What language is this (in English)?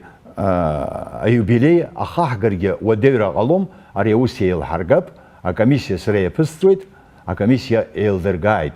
Abkhazian